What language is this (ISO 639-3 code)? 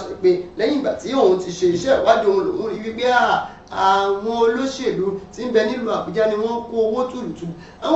yor